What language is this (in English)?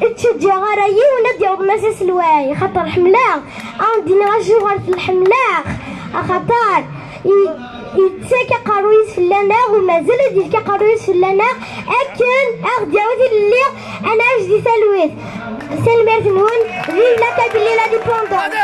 Kabyle